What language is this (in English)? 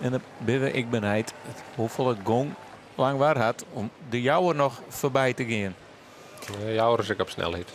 Western Frisian